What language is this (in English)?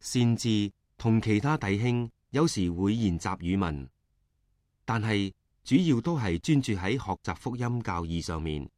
Cantonese